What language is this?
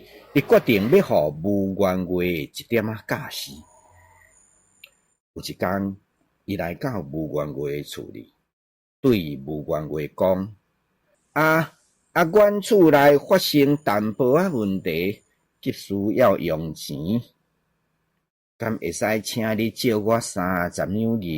Min Nan Chinese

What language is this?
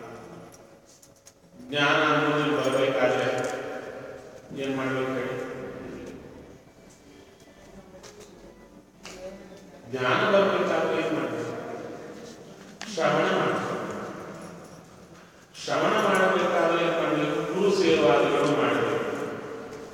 Kannada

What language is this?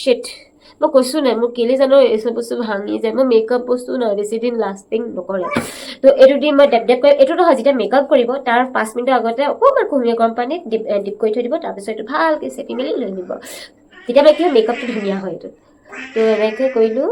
Assamese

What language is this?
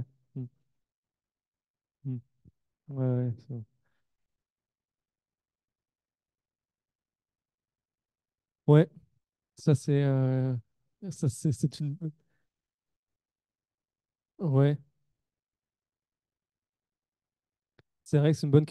French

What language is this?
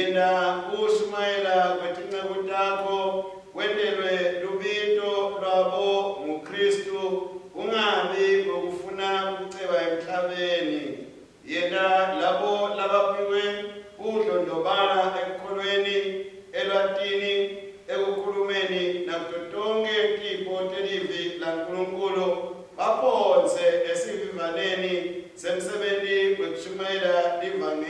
Swati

